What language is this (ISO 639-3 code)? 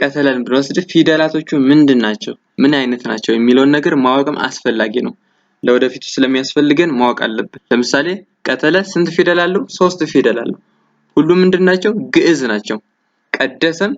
amh